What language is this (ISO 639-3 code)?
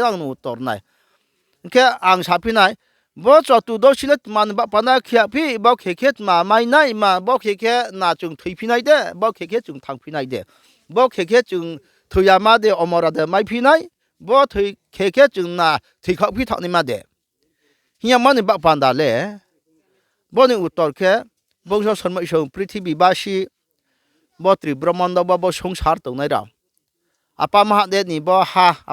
ria